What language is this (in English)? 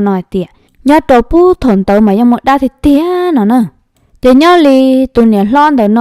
Hmong